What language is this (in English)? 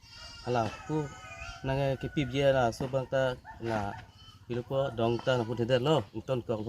Karbi